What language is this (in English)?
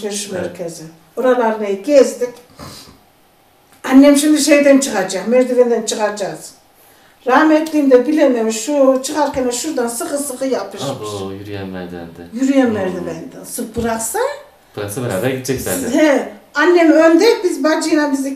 Turkish